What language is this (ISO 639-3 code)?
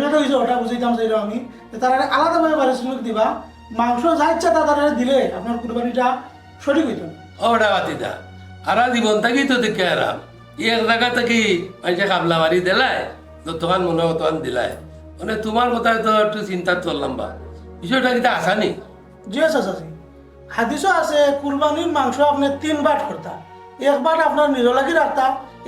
syl